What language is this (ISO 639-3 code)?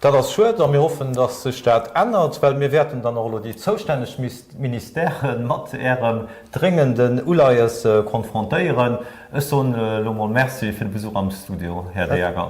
ltz